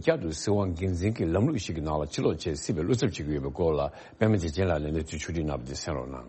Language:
Tibetan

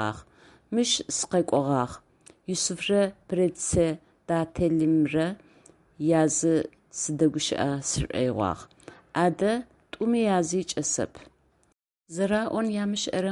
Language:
Adyghe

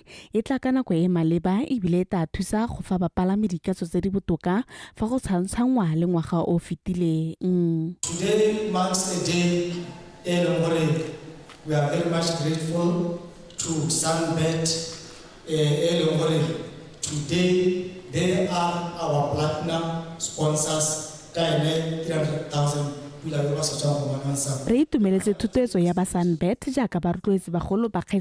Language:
Tswana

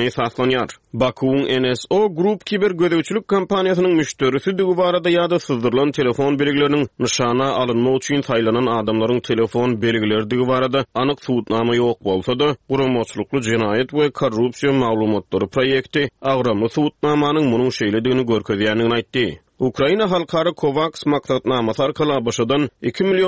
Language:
Turkmen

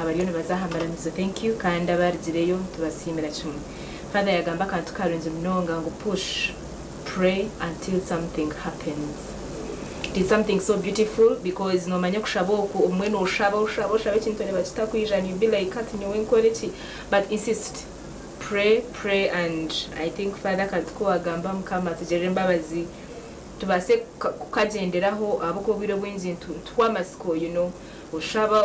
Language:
Nyankole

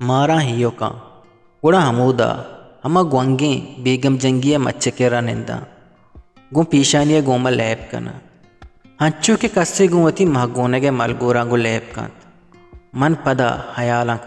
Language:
Eastern Balochi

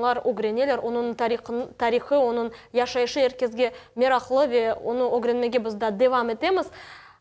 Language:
Crimean Tatar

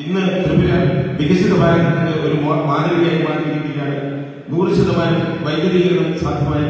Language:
Kok Borok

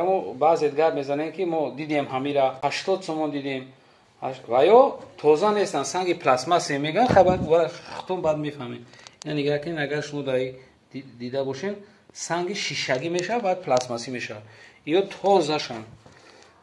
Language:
Tajik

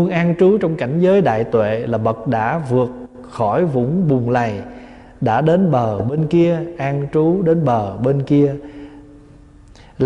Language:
Vietnamese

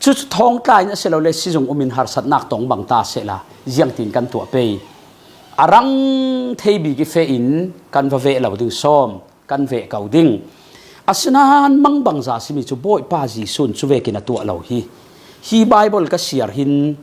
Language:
Falam Chin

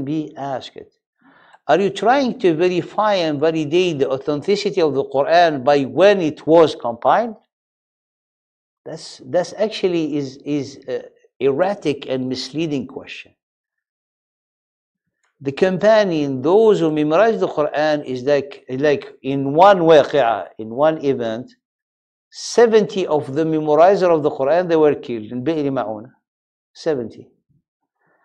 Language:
English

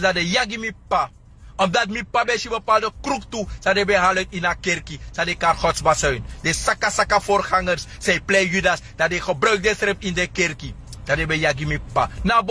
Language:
Sranan Tongo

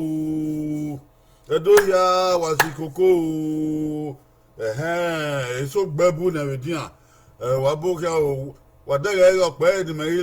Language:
Bini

